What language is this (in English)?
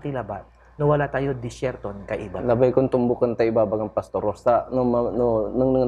Pangasinan